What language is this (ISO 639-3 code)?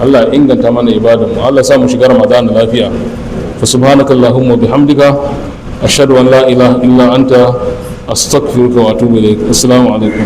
hau